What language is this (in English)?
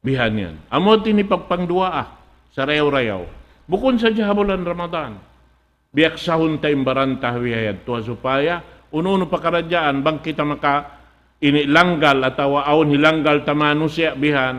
Tausug